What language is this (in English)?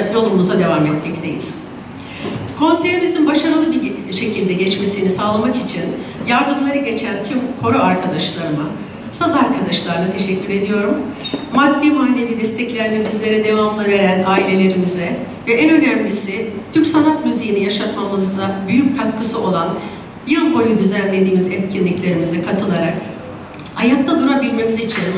Turkish